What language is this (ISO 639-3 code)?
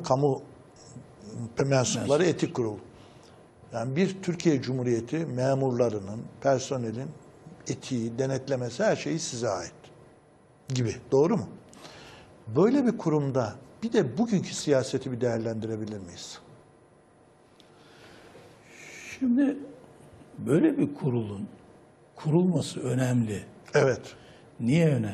tur